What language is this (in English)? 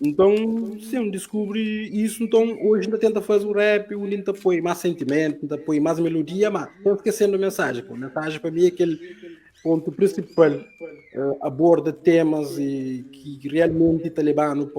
Kabuverdianu